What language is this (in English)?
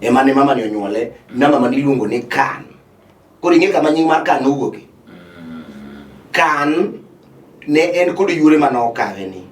Luo (Kenya and Tanzania)